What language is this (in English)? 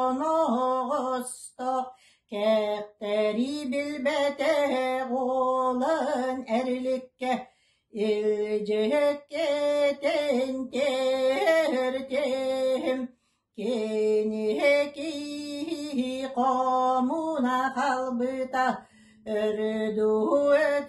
Yakut